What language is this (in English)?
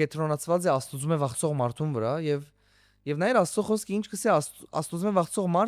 Western Armenian